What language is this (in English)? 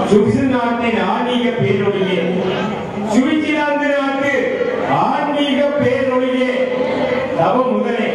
Tamil